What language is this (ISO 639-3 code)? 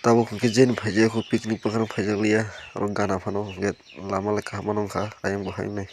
trp